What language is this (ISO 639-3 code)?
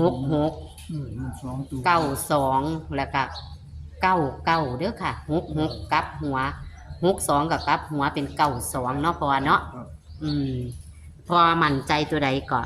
tts